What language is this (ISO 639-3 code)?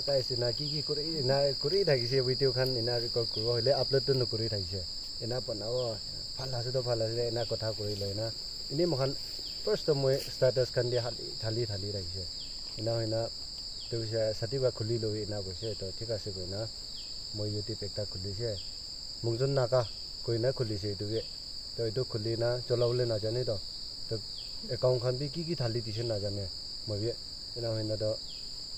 nag